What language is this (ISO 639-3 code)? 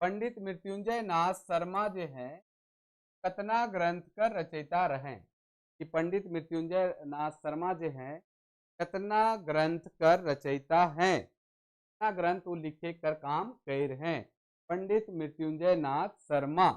sck